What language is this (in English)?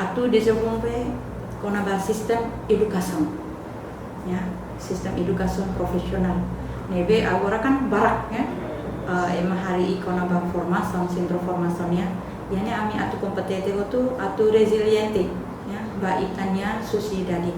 Tetum